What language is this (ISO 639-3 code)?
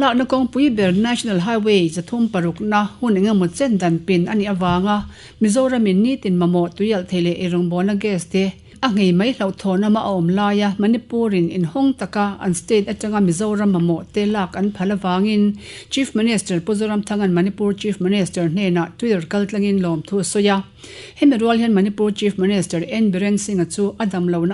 lus